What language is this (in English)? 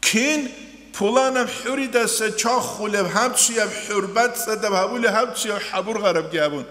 Avaric